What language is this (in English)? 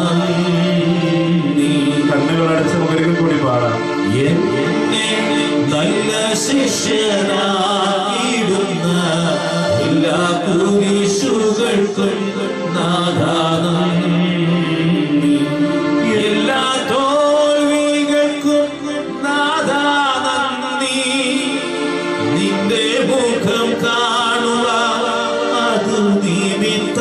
Malayalam